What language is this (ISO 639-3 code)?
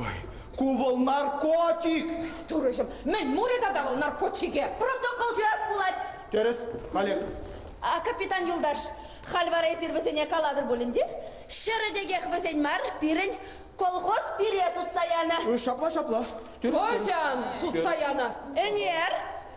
chv